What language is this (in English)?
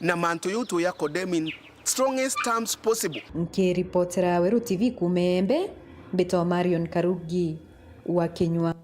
Meru